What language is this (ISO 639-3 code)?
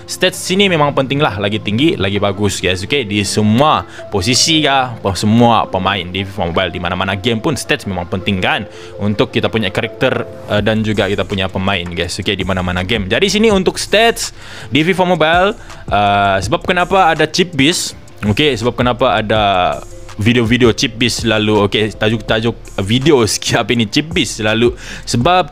msa